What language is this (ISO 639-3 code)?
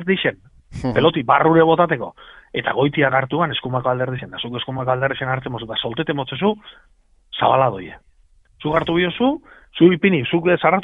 eus